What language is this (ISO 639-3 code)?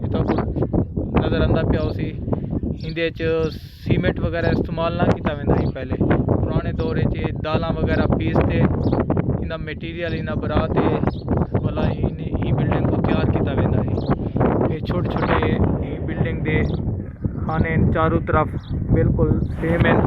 skr